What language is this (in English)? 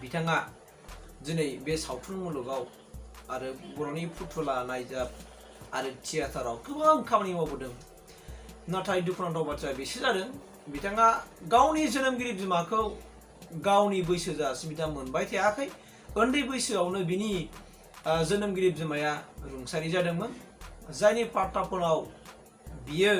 Bodo